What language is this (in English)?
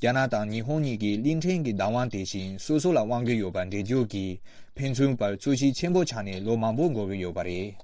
Tibetan